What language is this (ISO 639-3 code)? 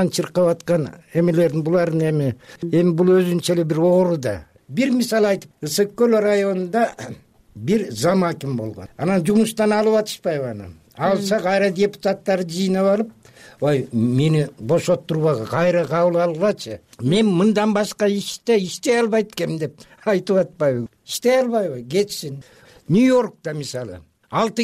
kir